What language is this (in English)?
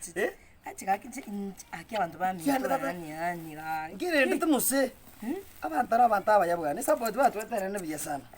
Gusii